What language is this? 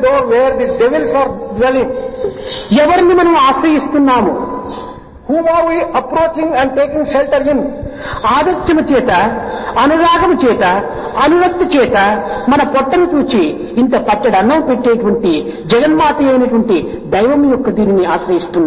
Telugu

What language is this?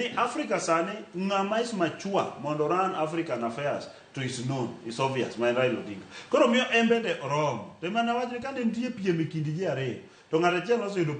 Luo (Kenya and Tanzania)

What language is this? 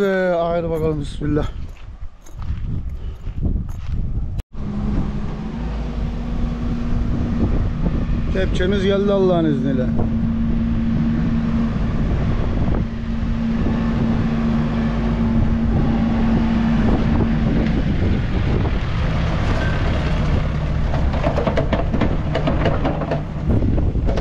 Turkish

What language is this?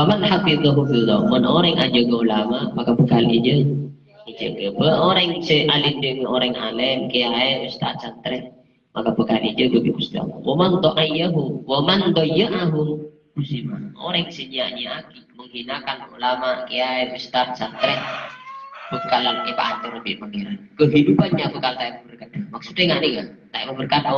Madurese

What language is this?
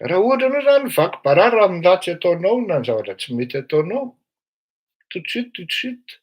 Malagasy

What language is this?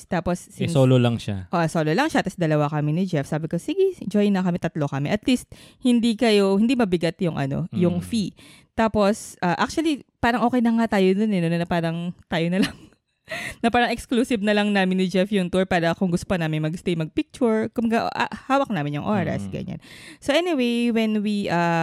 Filipino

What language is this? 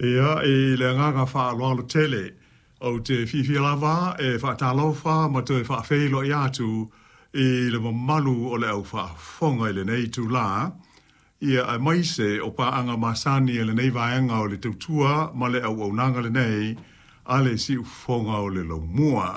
Samoan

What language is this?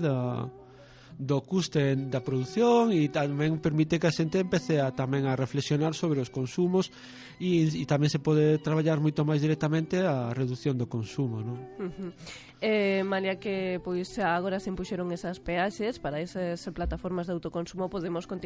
Galician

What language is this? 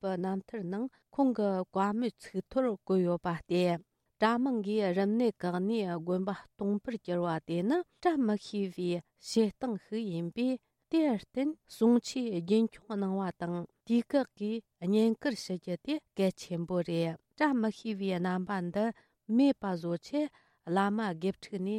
Tibetan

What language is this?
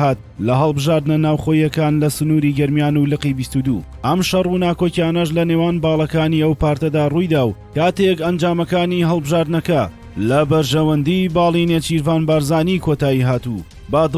Central Kurdish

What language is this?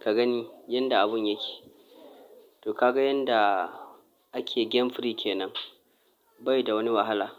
Hausa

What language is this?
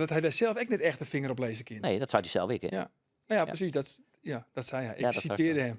Western Frisian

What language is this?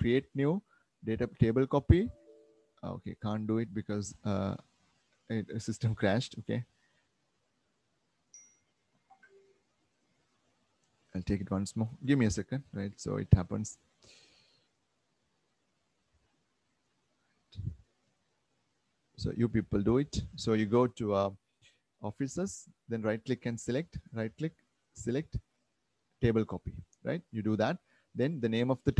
English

